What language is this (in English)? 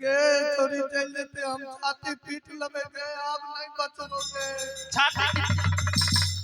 Maithili